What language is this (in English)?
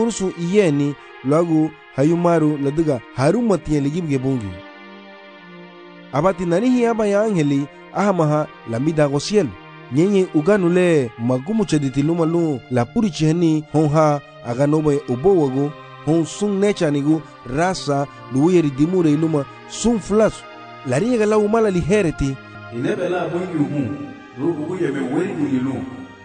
Garifuna